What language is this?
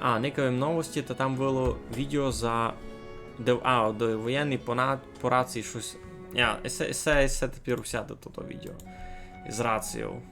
Rusyn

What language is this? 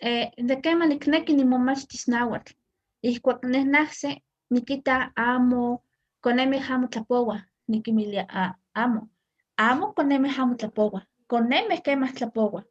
Eastern Huasteca Nahuatl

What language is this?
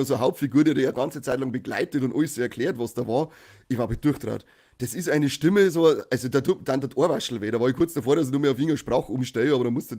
Bavarian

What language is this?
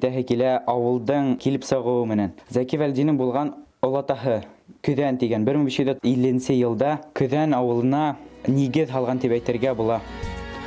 Bashkir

